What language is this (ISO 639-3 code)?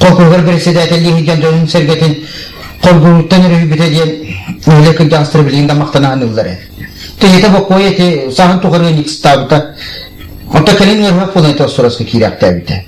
sah